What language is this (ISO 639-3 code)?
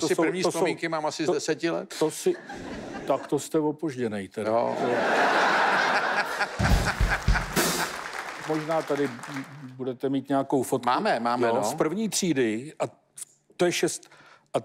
ces